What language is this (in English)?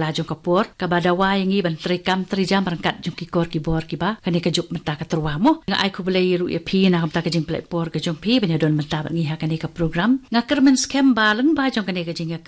Khasi